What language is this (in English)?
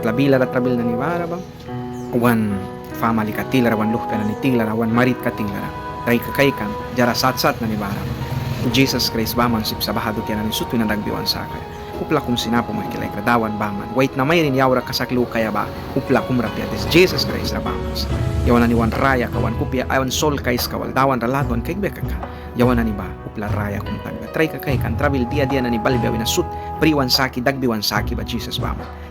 Mískito